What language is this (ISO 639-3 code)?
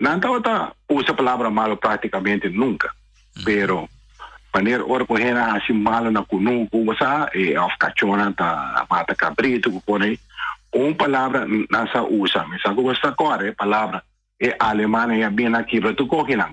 pap